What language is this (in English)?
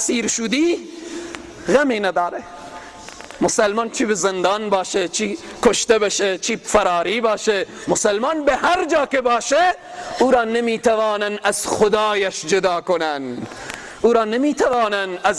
Persian